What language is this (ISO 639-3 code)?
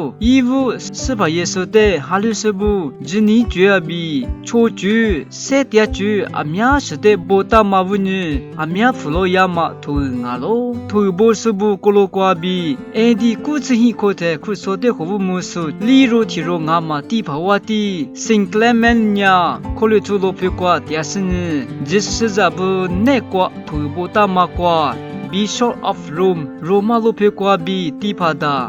lis